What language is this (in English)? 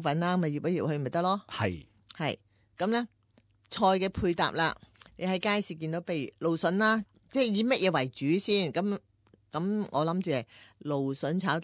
Cantonese